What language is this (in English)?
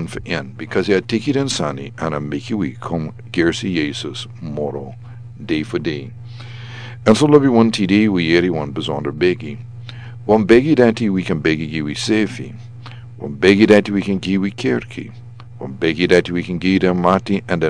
Sranan Tongo